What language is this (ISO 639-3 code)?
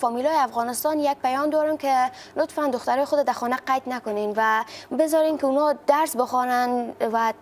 fas